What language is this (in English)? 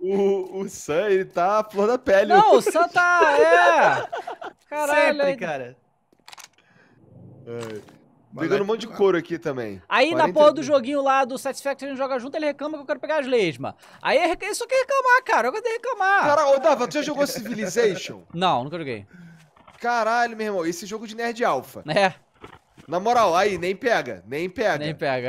Portuguese